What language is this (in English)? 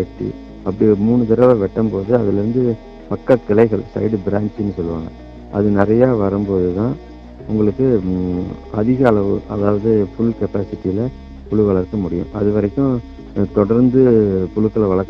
Tamil